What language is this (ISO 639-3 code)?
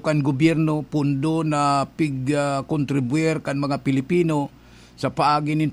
bik